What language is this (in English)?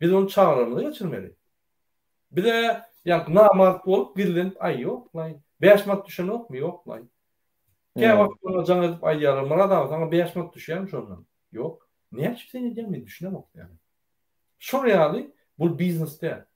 Turkmen